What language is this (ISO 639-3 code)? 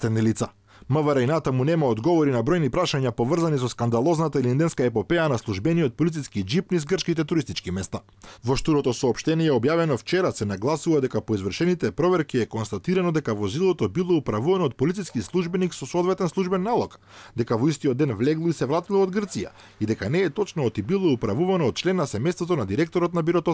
mkd